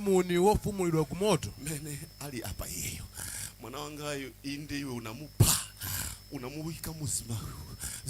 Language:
Nyanja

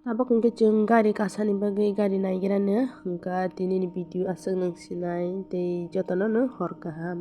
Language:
Kok Borok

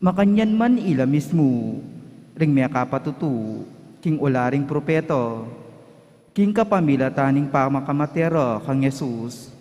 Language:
Pampanga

